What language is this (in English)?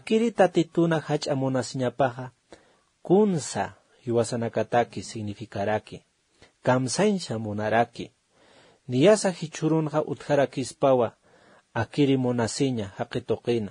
Aymara